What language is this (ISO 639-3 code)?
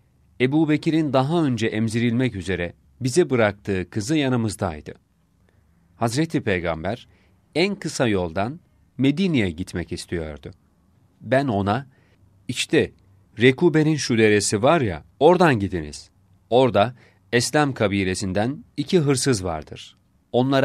tur